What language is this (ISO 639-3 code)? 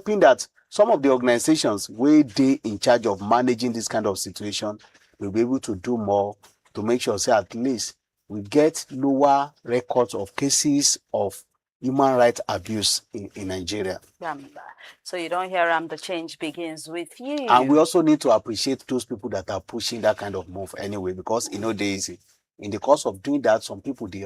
pcm